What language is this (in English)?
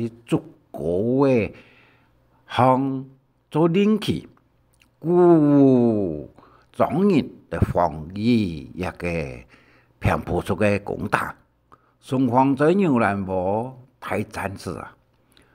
Hakka Chinese